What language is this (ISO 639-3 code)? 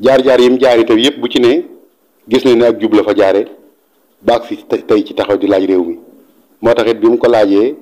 wol